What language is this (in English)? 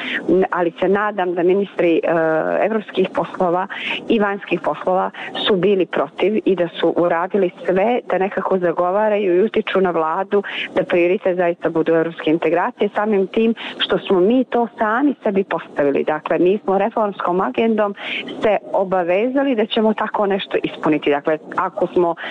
Bosnian